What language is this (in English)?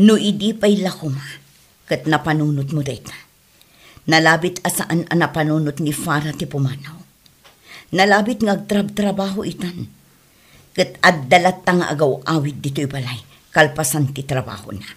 Iloko